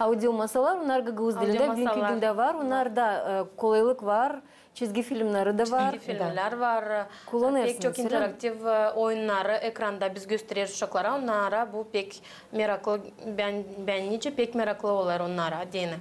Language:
Gagauz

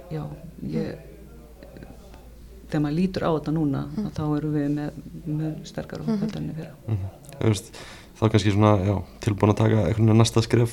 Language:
Icelandic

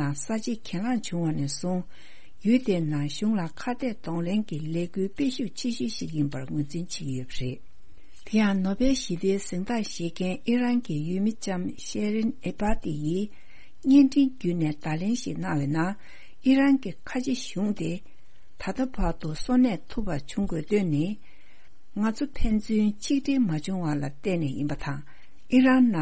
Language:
Tibetan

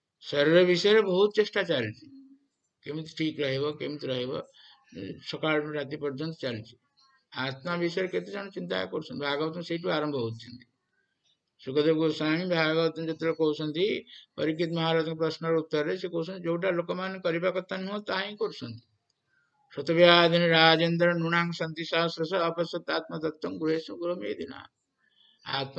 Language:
Odia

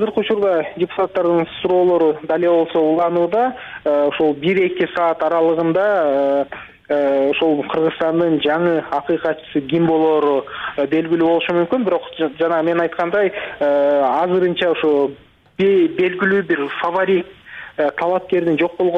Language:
Kyrgyz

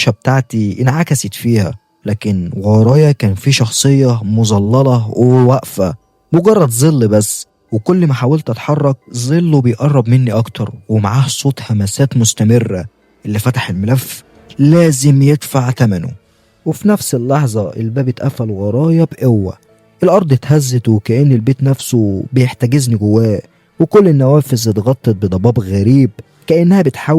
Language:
Egyptian Arabic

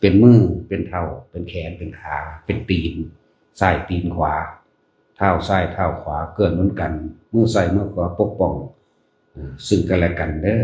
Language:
Northeastern Thai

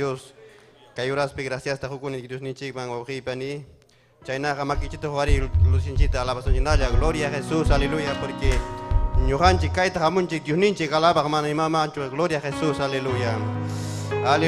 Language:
Ayacucho Quechua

